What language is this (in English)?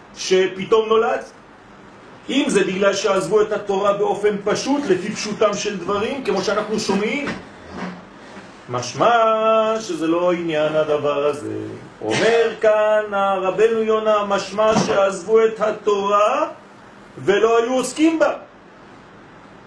Hebrew